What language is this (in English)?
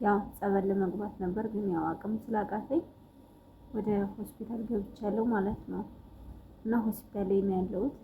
Amharic